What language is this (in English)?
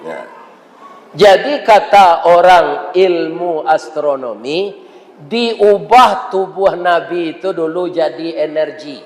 Minangkabau